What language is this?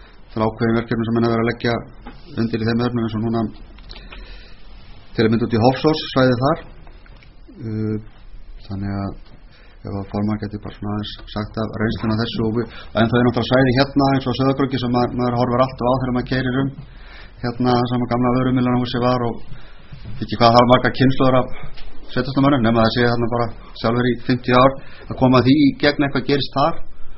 Icelandic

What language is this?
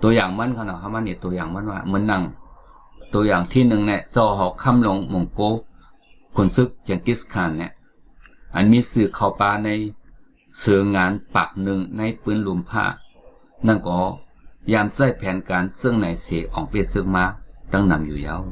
Shan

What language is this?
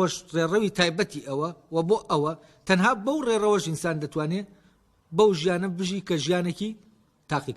Central Kurdish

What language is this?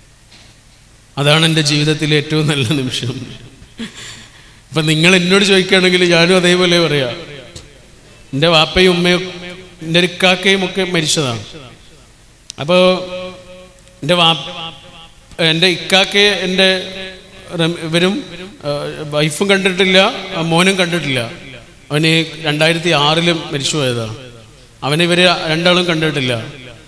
Malayalam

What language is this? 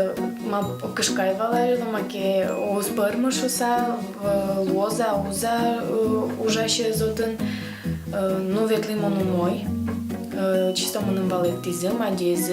Udmurt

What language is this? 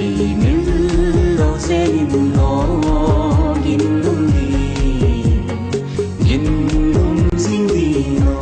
Tedim Chin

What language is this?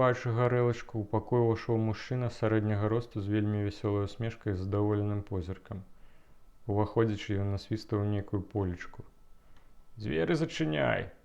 Belarusian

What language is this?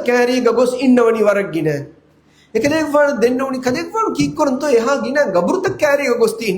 Divehi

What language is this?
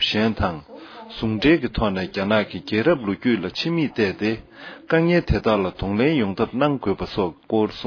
Tibetan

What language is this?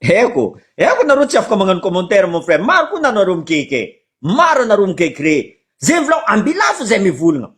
Malagasy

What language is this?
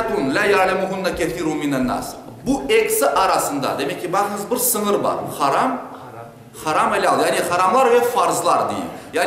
Crimean Tatar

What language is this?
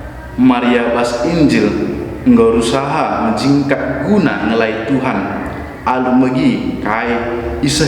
Batak Karo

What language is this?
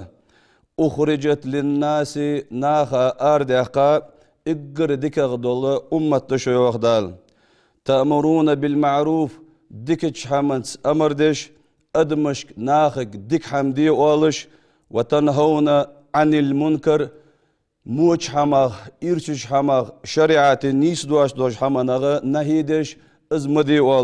Ingush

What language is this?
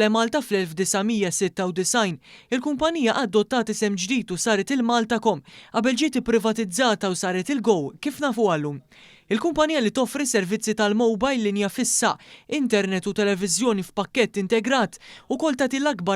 Maltese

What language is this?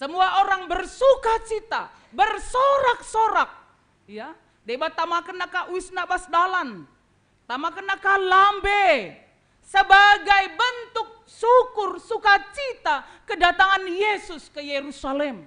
Batak Karo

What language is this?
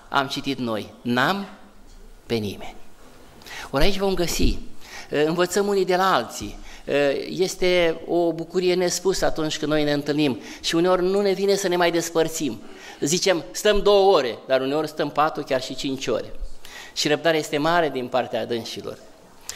Romanian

